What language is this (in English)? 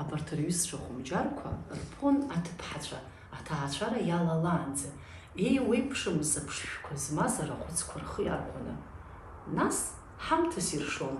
Abkhazian